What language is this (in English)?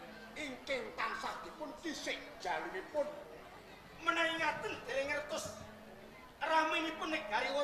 Javanese